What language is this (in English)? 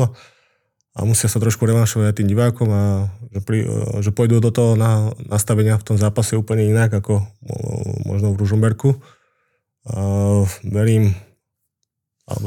Slovak